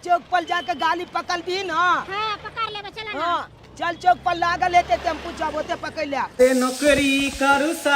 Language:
Maithili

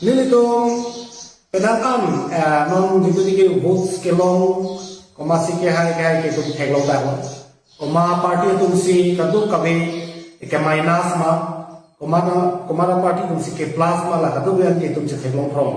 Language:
Karbi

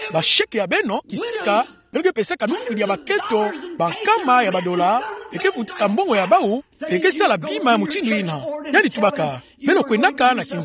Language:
Kituba (Democratic Republic of Congo)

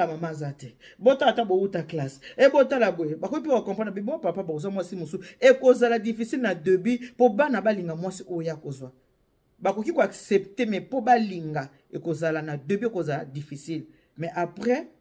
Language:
Lingala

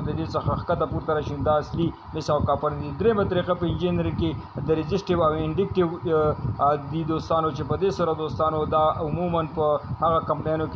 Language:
Pashto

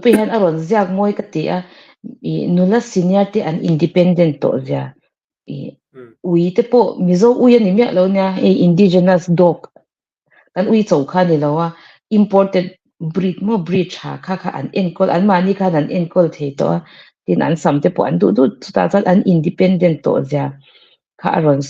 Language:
Mizo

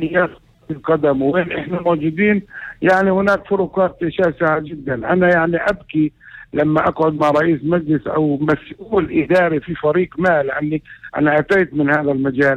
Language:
North Levantine Arabic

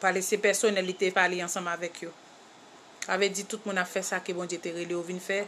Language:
Haitian Creole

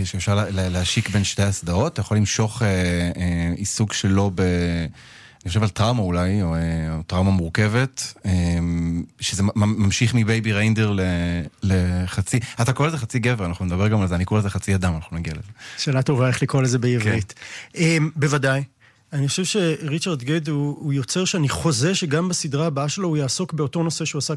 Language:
Hebrew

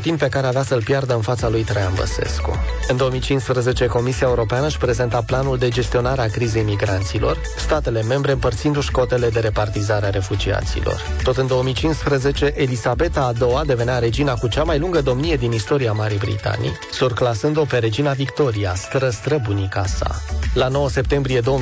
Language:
Romanian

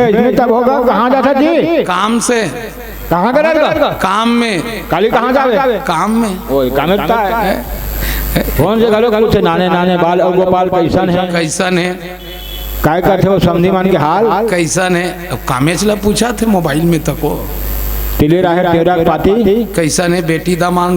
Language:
Chhattisgarhi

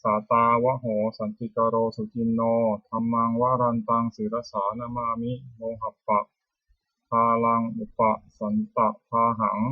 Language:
Pali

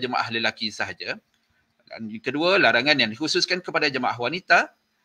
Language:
Malay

